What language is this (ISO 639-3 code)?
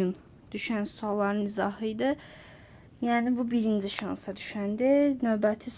aze